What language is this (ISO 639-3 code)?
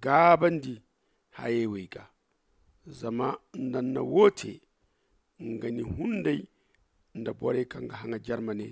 dje